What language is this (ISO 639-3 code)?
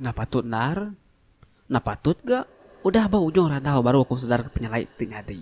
iba